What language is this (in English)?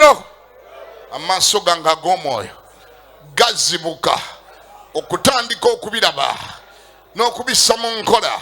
Ganda